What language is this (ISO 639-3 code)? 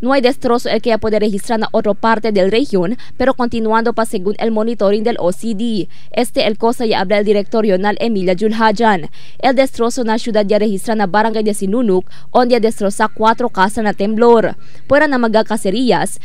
cbk